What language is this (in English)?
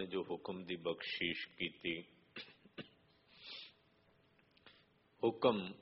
Punjabi